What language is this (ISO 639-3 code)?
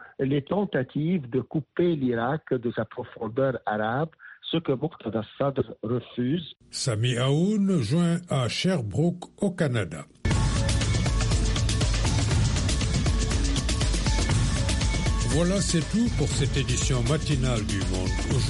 fra